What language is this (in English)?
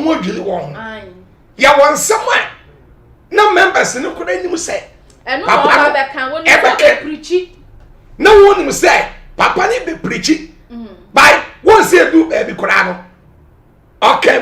Akan